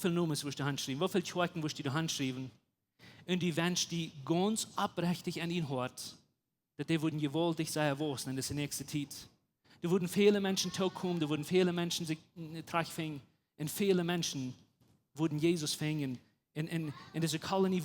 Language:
Plautdietsch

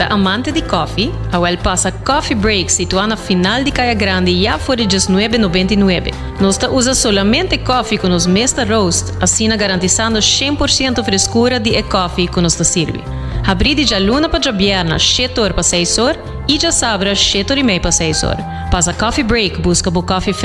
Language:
Papiamento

